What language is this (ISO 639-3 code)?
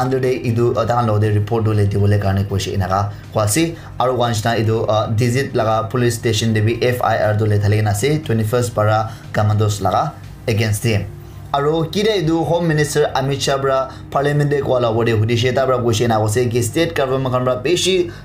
nag